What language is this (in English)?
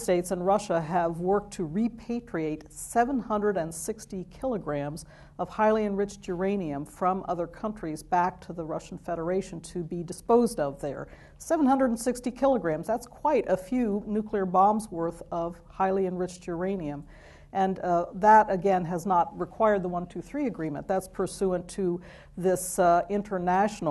English